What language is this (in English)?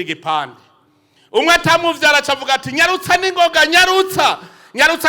Rundi